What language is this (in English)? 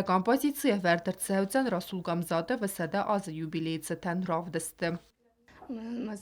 Ossetic